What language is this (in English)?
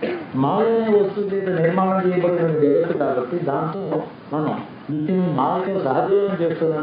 Telugu